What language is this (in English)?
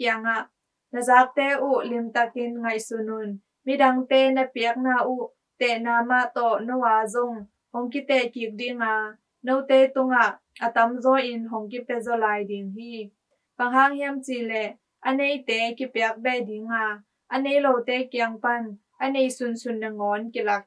Tedim Chin